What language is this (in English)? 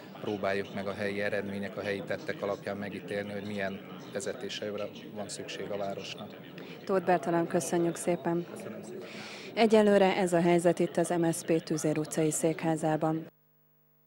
Hungarian